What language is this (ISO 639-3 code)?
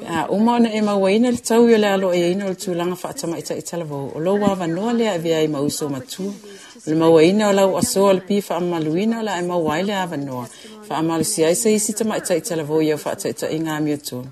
smo